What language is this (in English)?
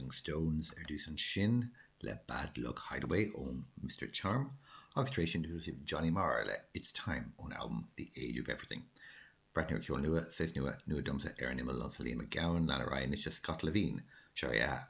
Irish